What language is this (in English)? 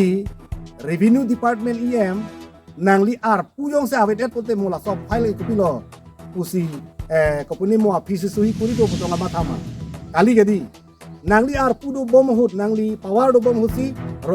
Karbi